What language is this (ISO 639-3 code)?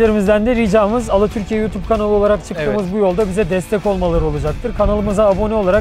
tur